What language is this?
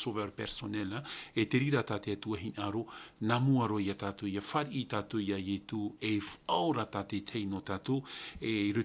Tahitian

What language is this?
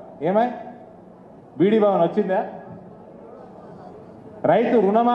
Telugu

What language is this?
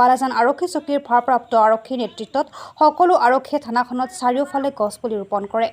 Assamese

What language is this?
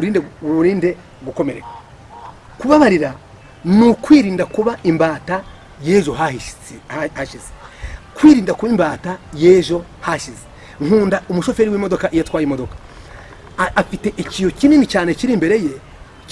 Kinyarwanda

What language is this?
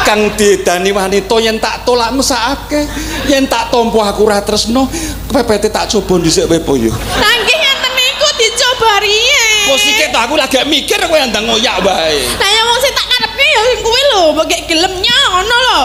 Javanese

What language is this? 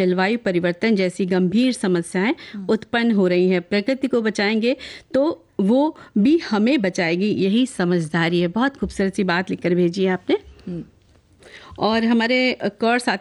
Hindi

